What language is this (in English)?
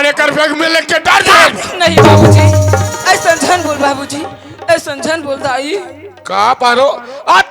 Chhattisgarhi